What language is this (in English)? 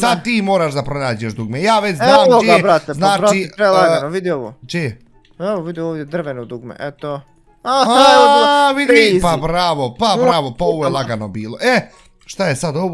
Bosnian